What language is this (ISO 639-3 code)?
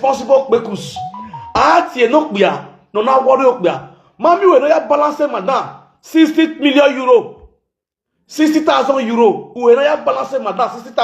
pcm